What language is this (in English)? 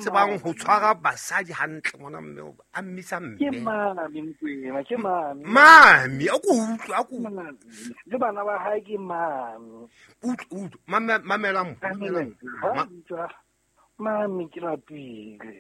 Southern Sotho